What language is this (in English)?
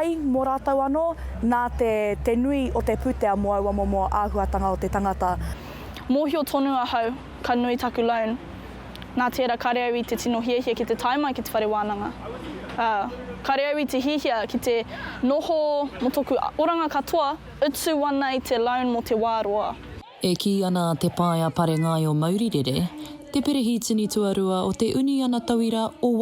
Māori